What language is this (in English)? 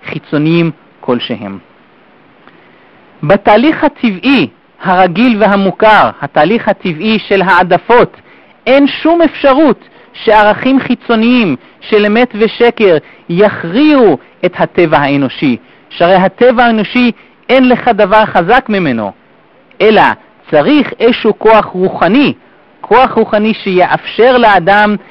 Hebrew